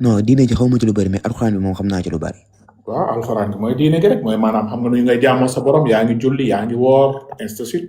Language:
Wolof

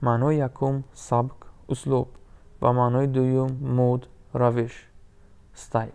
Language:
Tajik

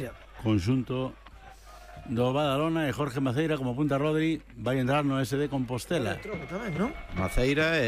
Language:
Galician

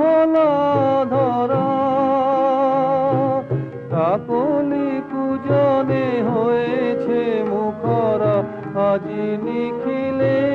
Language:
Bangla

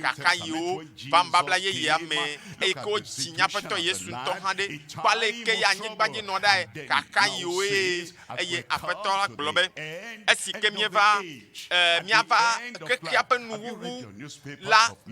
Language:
Ewe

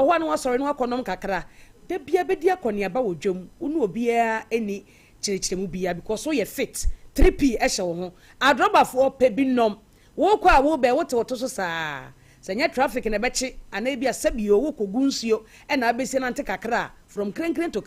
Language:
Akan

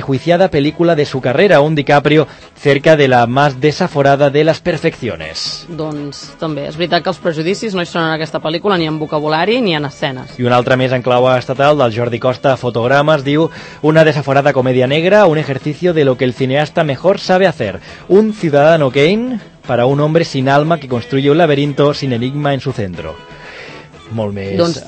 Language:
Catalan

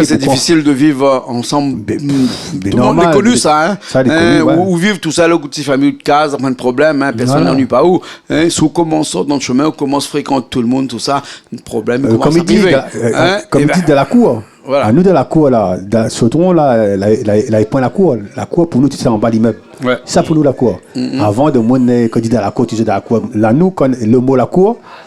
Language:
Réunion Creole French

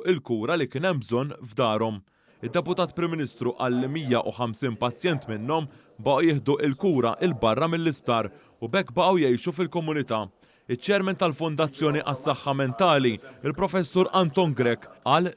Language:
Maltese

